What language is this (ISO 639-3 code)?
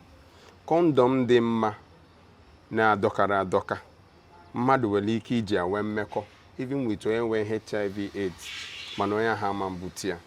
ibo